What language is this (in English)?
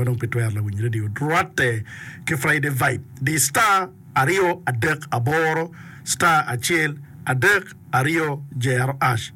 Acoli